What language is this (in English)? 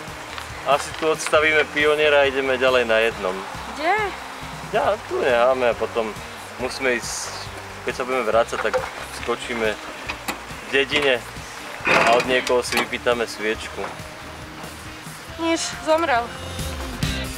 Slovak